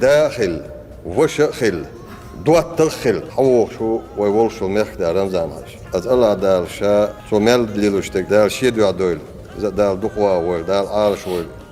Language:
Chechen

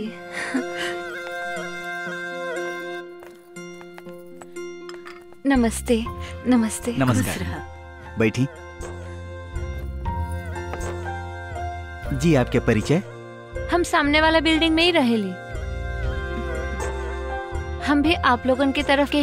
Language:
Bhojpuri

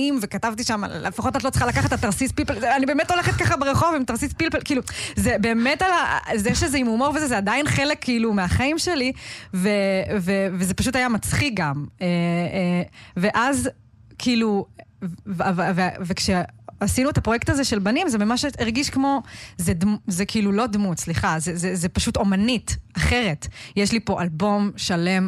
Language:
Hebrew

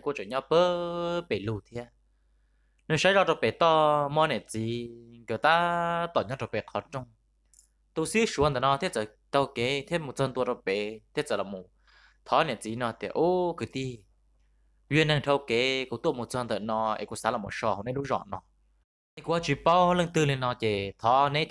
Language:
Vietnamese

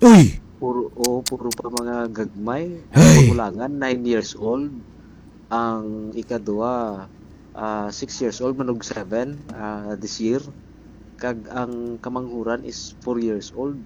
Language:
Hiligaynon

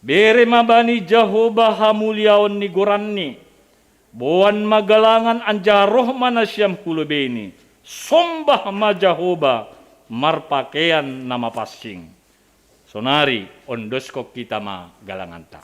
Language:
Batak Simalungun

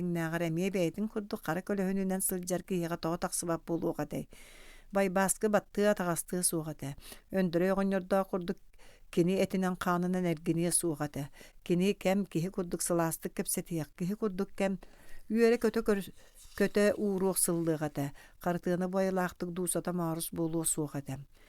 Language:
Yakut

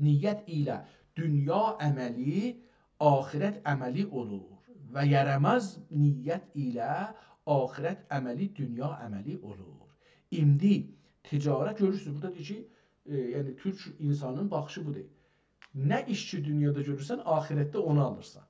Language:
South Azerbaijani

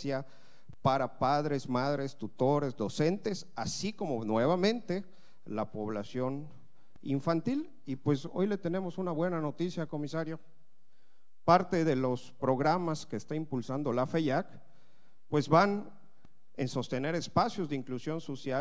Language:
Spanish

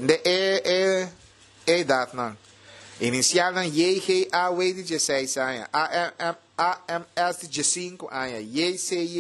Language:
Papiamento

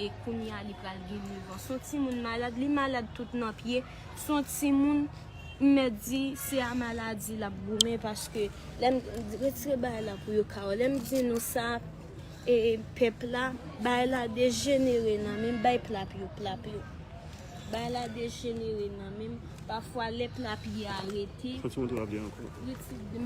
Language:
Haitian Creole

